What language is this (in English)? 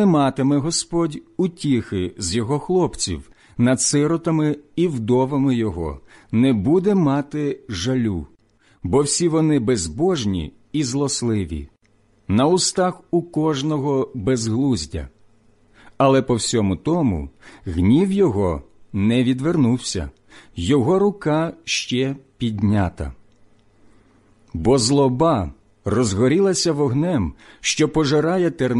Ukrainian